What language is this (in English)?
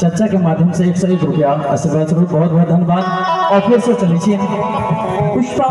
Maithili